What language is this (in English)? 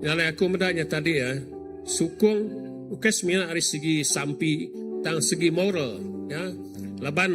Iban